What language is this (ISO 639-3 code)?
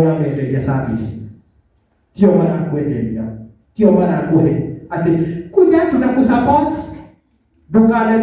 kik